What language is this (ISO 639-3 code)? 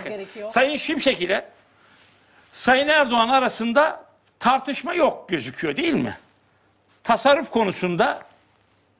tur